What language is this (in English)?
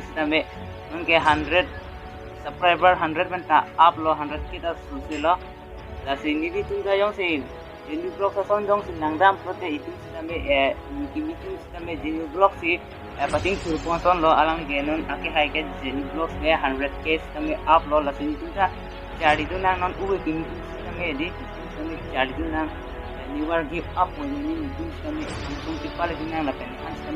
Karbi